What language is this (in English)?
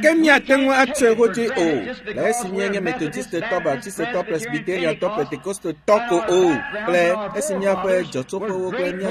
Ewe